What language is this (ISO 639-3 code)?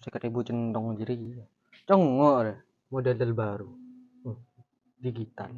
mad